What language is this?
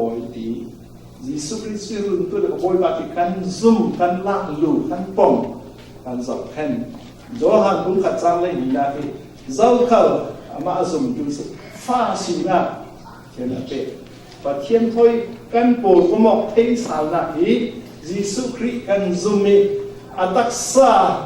Falam Chin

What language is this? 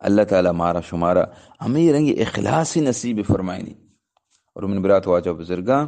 Eastern Balochi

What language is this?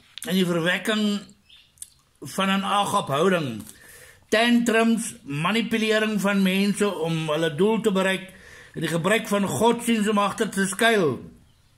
Afrikaans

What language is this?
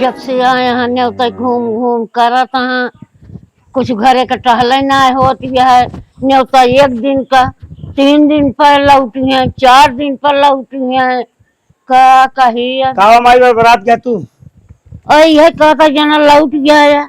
Awadhi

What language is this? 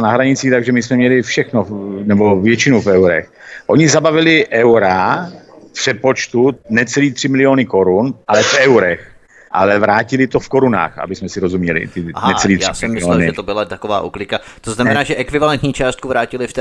Czech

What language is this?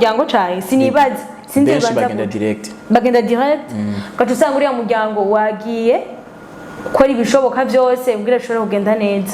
Rundi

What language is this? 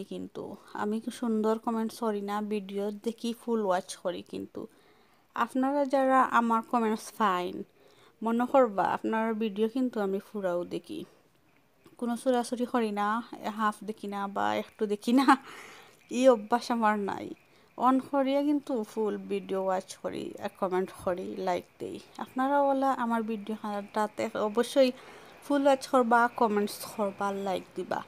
Sylheti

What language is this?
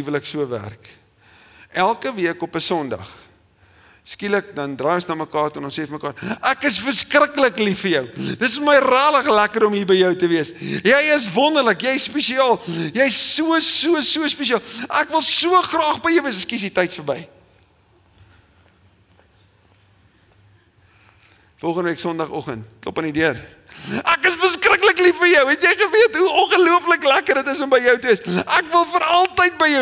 Afrikaans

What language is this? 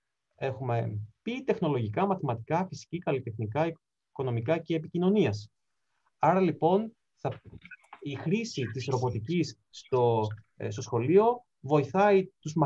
Greek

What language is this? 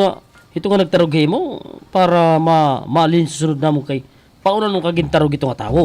Waray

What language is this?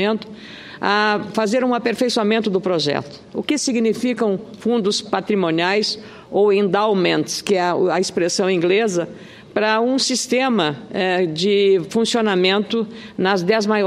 Portuguese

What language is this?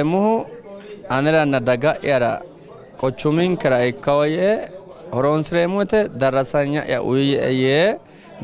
Sidamo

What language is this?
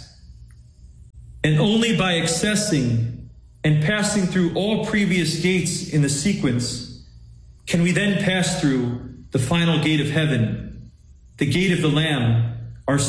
English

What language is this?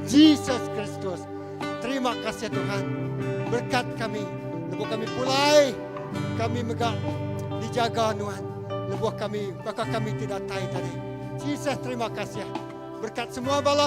Iban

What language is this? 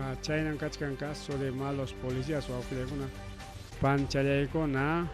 Ayacucho Quechua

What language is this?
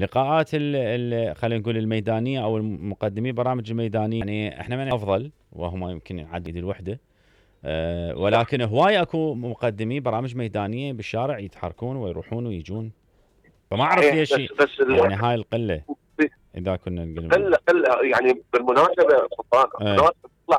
Mesopotamian Arabic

